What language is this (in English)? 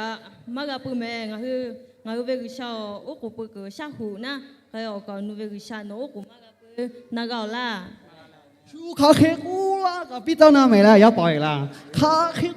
Lahu